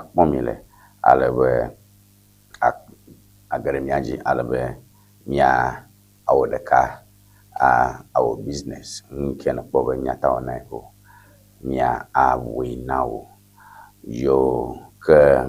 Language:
Ewe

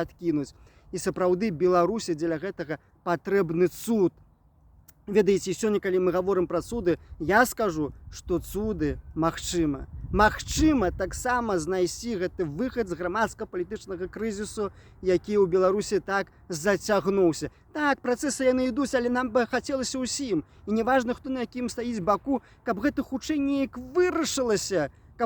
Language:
Belarusian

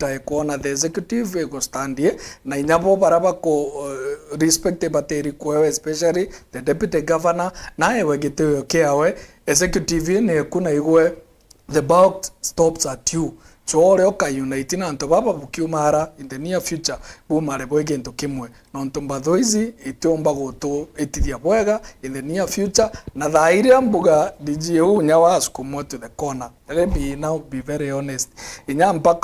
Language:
Meru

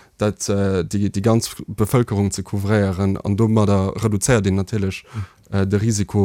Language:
Luxembourgish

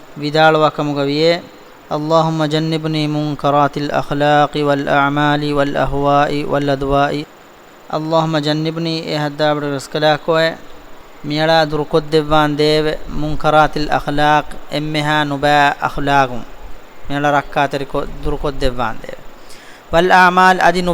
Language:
Divehi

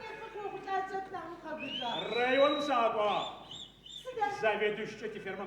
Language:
Adyghe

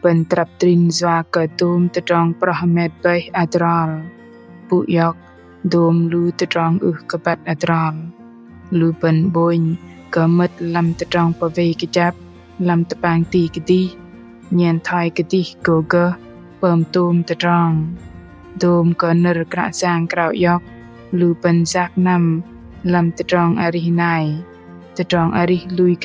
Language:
Bahnar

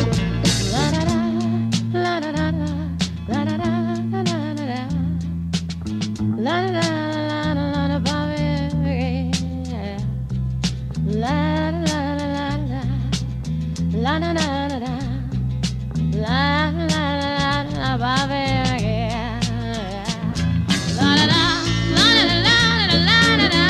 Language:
English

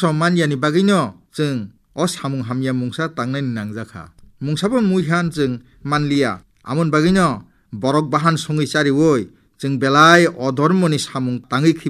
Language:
Kok Borok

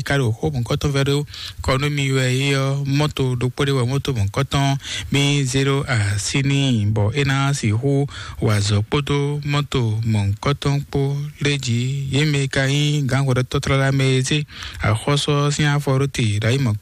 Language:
Fon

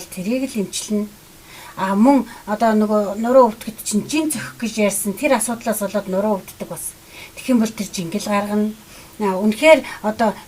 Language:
Mongolian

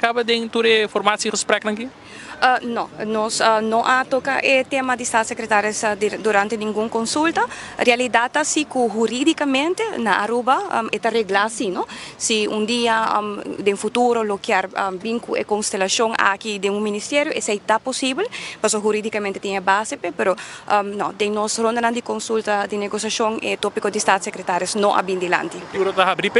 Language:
Papiamento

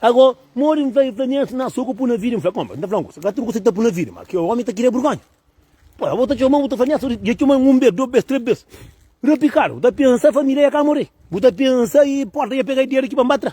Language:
Kabuverdianu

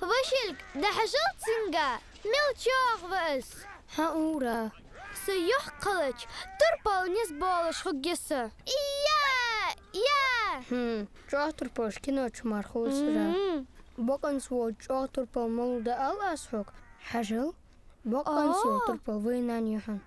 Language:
Ingush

